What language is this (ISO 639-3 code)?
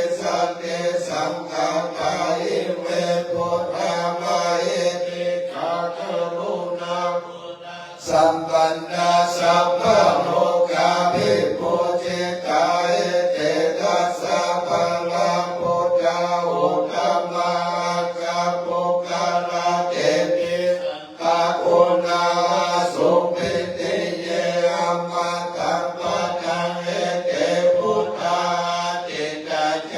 pli